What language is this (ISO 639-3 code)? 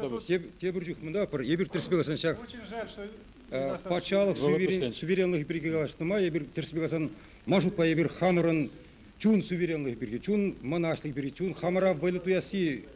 chv